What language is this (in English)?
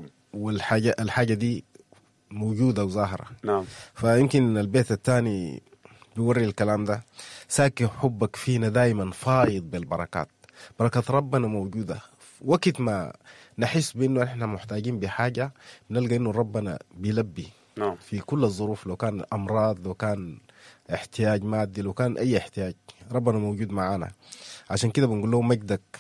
Sudanese Arabic